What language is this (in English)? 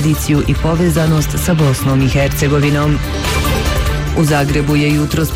Bosnian